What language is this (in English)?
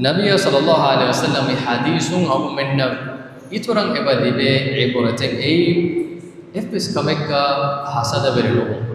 Divehi